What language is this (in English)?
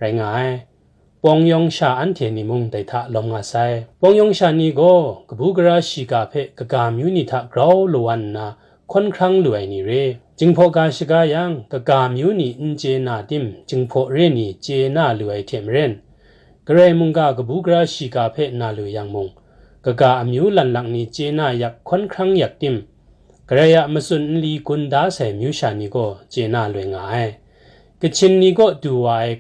Kachin